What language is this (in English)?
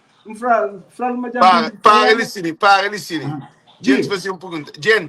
Kabuverdianu